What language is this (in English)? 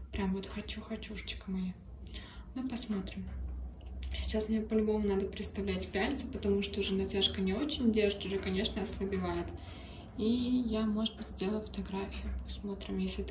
Russian